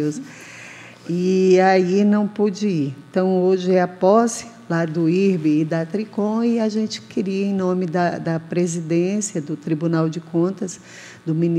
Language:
Portuguese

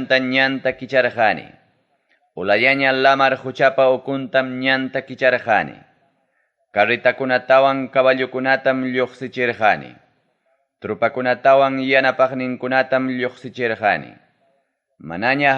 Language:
Ayacucho Quechua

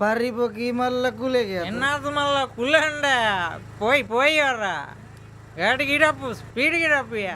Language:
Tulu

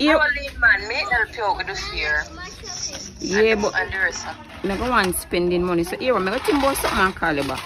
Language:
Jamaican Creole English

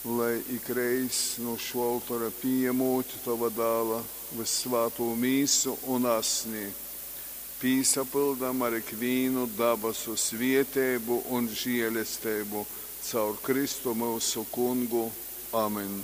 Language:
Latgalian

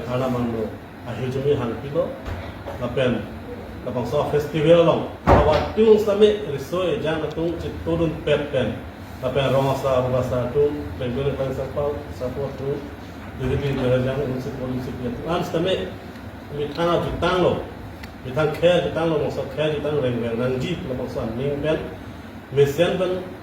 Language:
Karbi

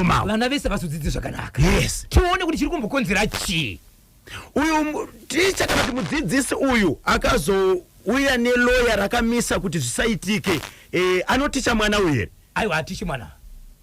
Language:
Shona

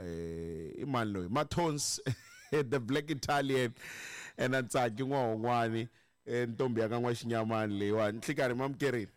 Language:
Tsonga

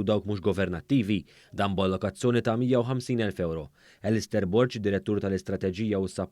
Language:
Maltese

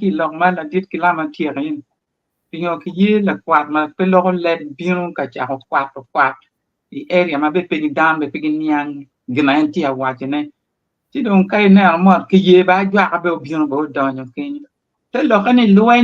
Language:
Acoli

